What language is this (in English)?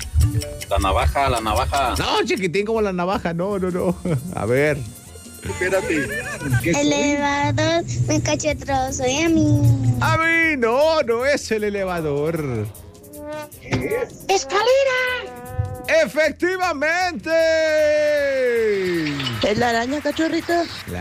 Spanish